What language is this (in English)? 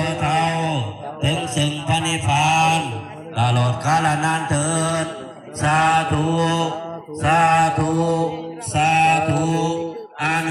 Northeastern Thai